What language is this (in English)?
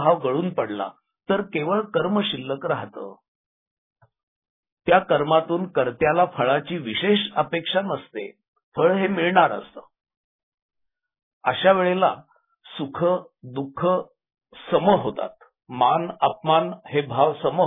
Marathi